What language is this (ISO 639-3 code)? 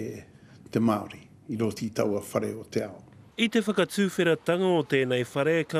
mri